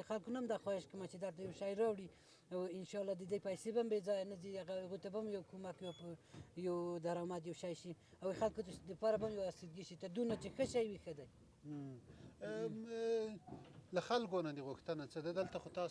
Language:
Pashto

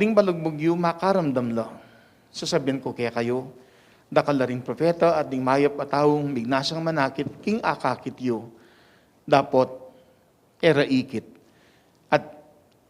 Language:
Pampanga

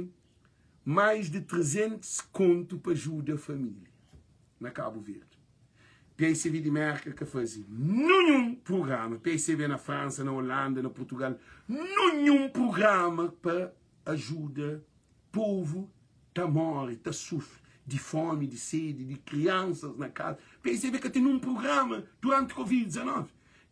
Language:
Kabuverdianu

